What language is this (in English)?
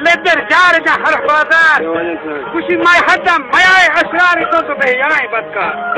Baluchi